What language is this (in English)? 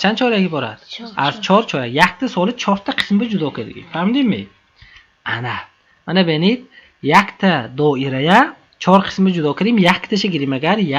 Tajik